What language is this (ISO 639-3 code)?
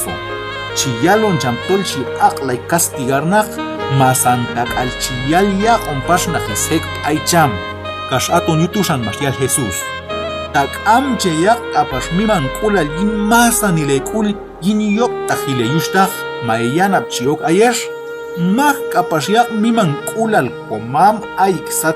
kjb